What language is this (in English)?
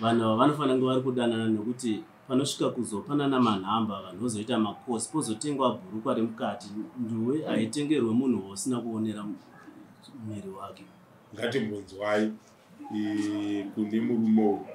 Shona